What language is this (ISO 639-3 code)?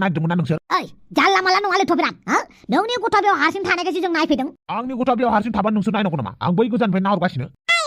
brx